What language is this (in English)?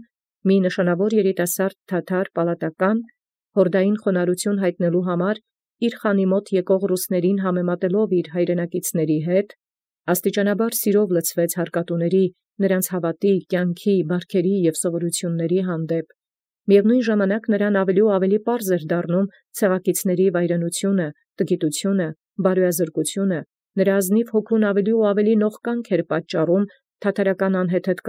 Armenian